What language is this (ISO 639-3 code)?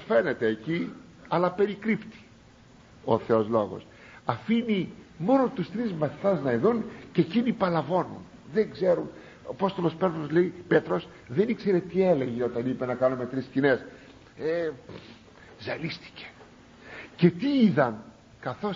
ell